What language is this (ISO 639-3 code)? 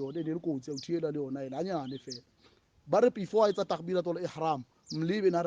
sot